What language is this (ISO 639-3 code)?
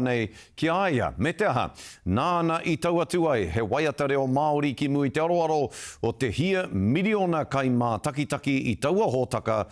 mri